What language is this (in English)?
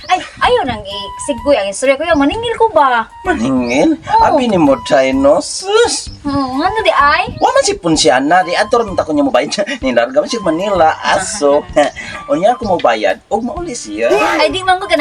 Cebuano